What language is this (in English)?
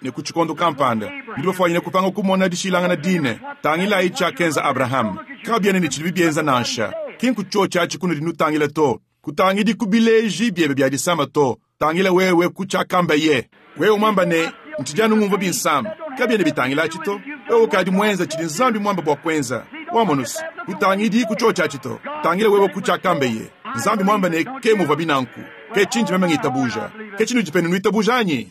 Luba-Lulua